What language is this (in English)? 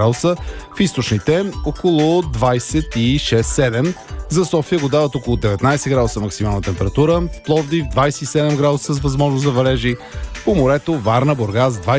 Bulgarian